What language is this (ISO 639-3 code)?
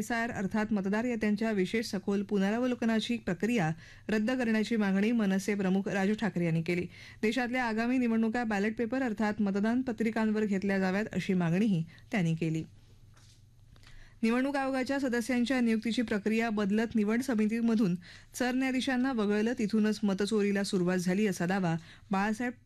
mar